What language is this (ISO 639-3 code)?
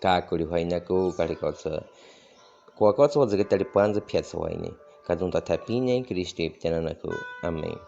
bwi